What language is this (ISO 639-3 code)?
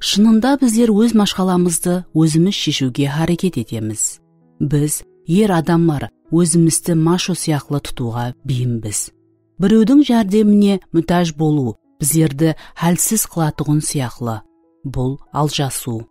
kaa